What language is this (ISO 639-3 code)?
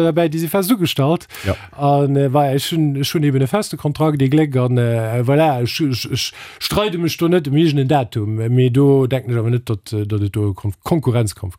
ltz